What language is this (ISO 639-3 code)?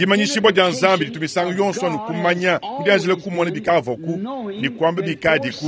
lua